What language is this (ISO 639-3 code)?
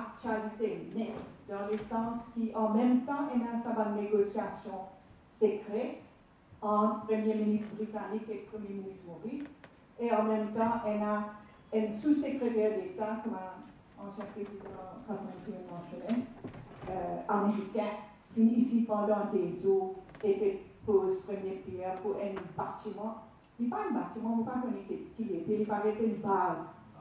mfe